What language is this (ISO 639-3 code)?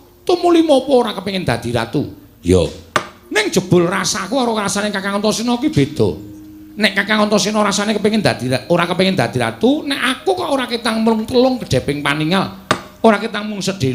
jav